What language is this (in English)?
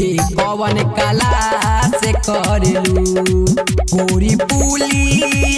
Bhojpuri